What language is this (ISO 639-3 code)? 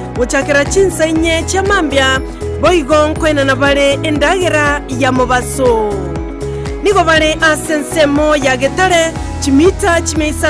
guz